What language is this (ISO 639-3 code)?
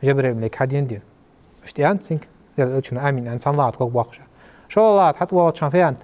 inh